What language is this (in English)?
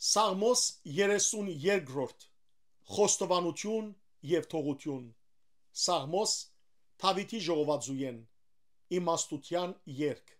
Western Armenian